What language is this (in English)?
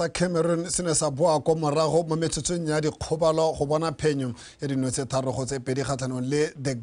Tswana